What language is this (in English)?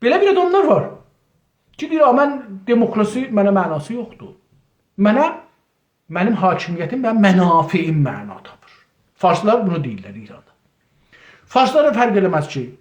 South Azerbaijani